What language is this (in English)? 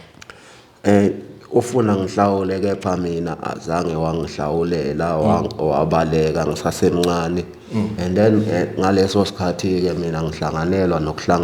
Zulu